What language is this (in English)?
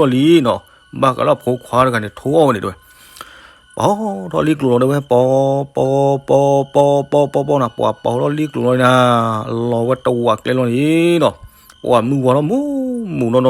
S'gaw Karen